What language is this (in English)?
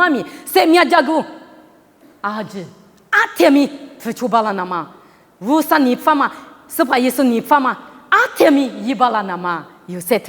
Lisu